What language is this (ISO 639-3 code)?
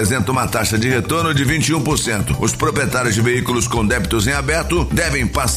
por